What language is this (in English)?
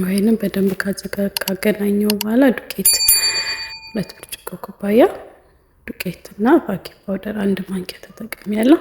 Amharic